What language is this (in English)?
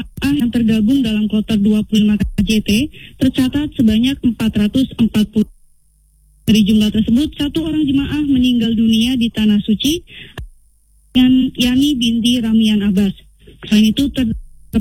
Indonesian